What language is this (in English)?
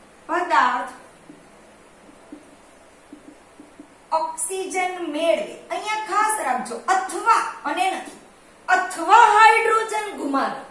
Gujarati